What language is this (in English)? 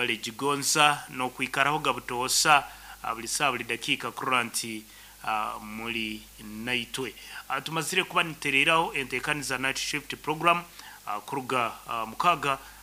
Nyankole